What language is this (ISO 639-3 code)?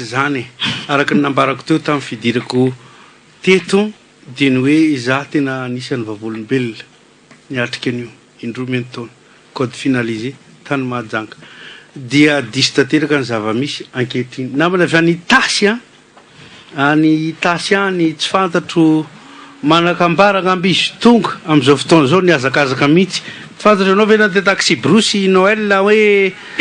mlg